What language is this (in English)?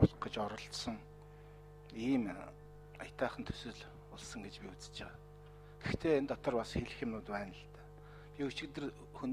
Mongolian